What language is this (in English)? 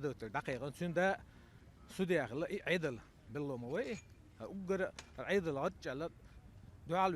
Chechen